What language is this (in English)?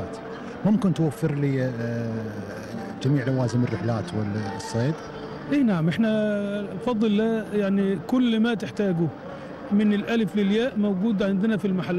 Gulf Arabic